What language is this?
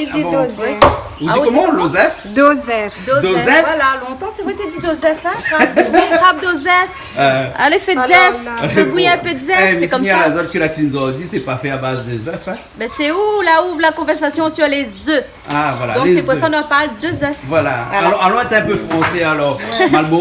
Réunion Creole French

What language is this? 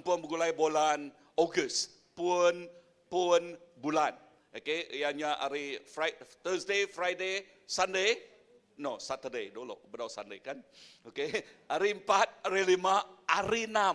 Iban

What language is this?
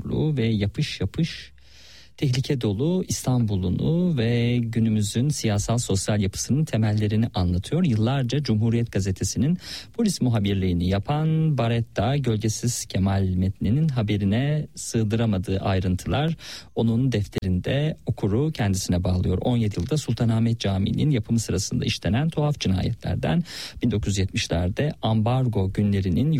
Turkish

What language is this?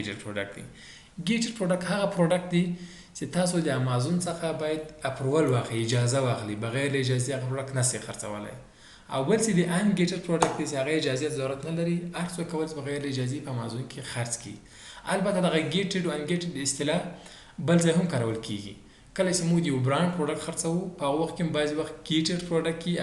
Pashto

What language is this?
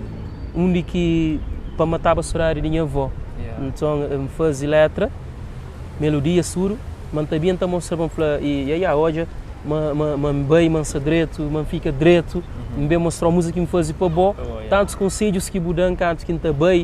Kabuverdianu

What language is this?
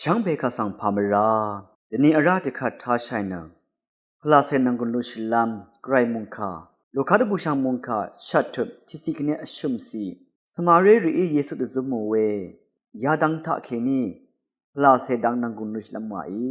Rawang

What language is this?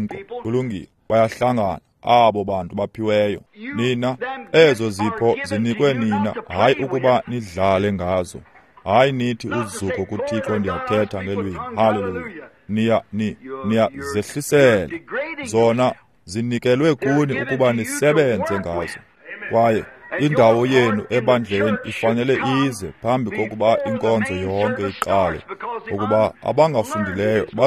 Xhosa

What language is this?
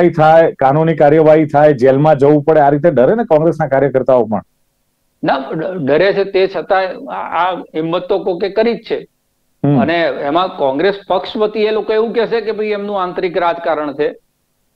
Gujarati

